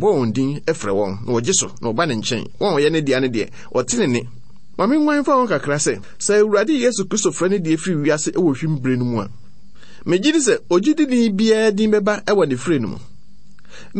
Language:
Akan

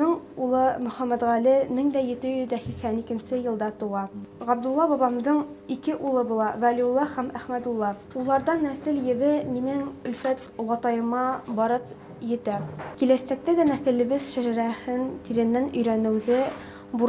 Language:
Bashkir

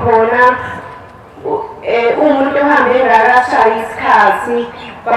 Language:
Zulu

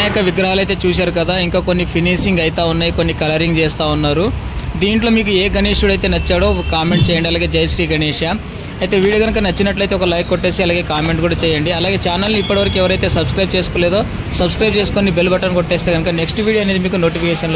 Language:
Telugu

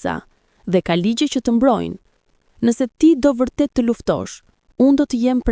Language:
Albanian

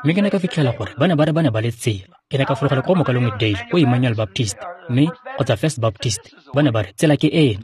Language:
Tswana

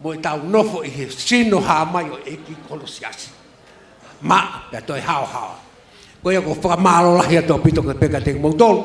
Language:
Tongan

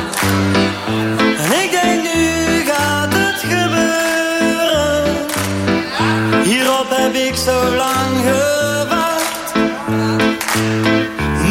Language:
Dutch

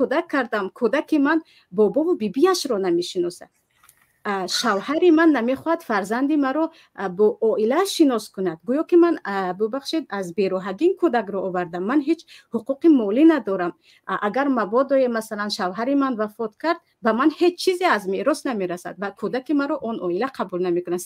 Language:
Tajik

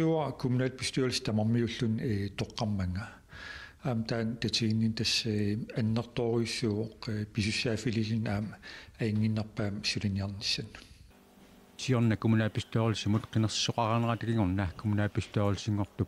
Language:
Kalaallisut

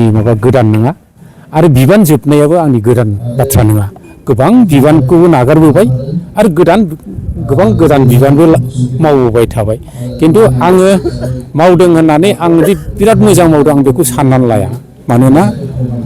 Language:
Bodo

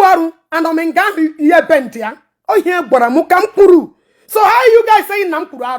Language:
Igbo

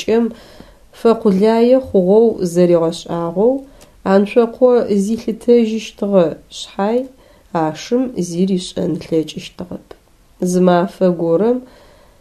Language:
Adyghe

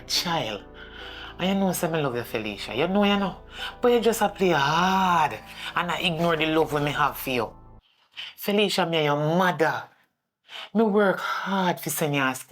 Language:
Jamaican Creole English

